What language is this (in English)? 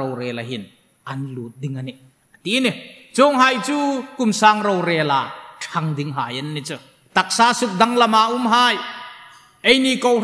Hmar